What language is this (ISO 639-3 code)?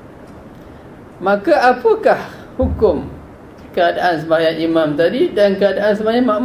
msa